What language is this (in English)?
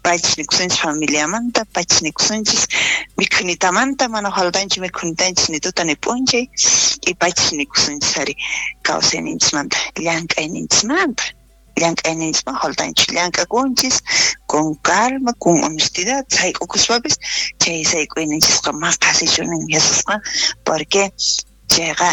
South Bolivian Quechua